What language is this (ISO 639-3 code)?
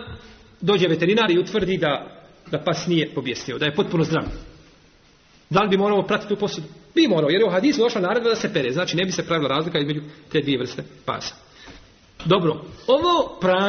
bos